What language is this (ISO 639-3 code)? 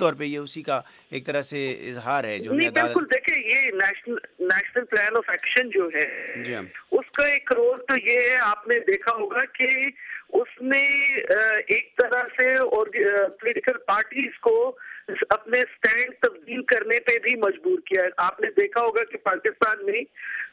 urd